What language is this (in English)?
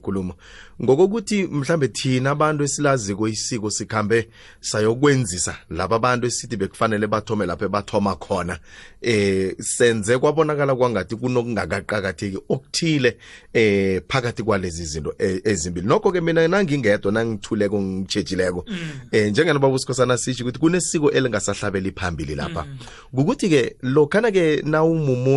South Ndebele